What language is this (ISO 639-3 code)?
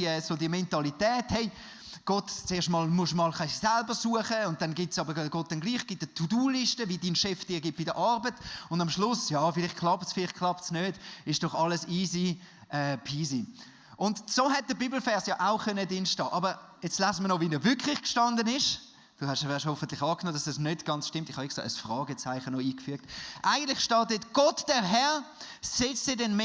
gsw